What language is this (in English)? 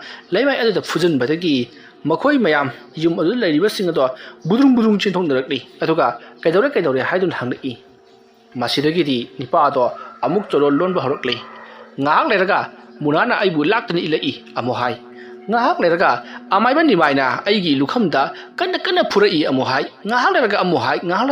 Manipuri